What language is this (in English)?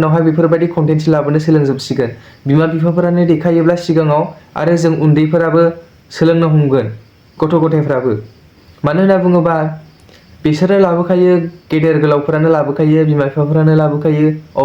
Bodo